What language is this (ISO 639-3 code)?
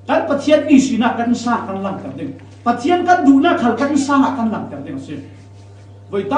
cfm